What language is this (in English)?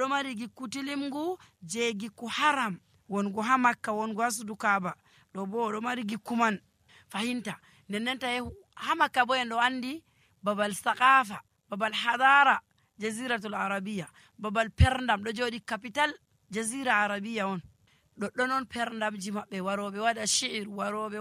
Nigerian Fulfulde